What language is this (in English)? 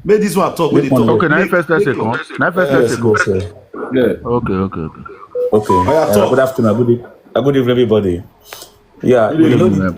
Nigerian Pidgin